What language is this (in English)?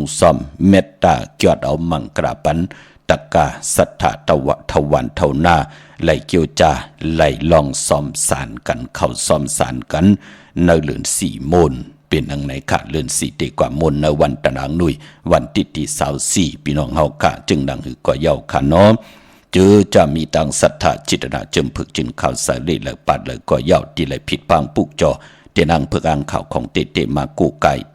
Shan